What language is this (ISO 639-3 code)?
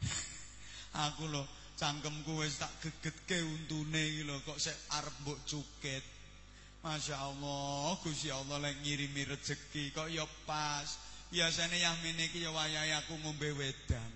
jav